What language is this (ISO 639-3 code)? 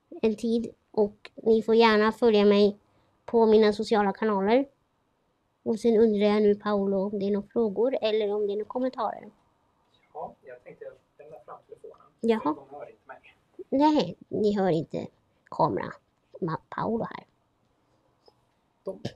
swe